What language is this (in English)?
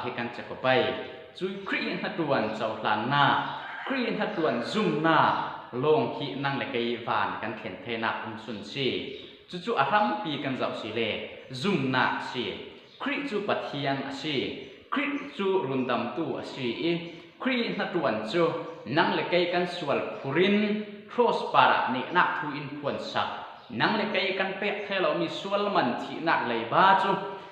Falam Chin